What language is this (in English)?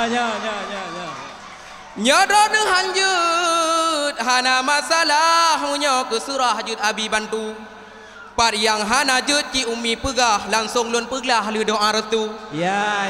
Achinese